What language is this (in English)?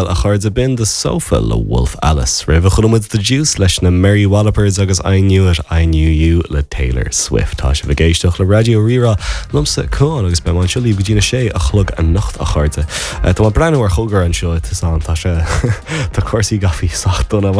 Irish